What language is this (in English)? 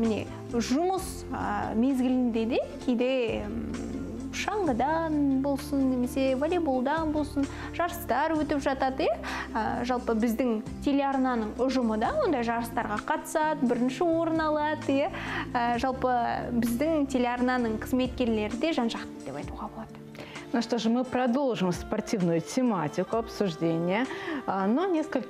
Kazakh